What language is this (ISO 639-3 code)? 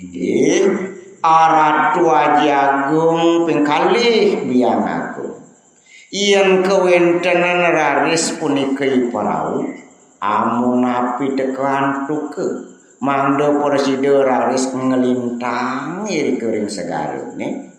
ban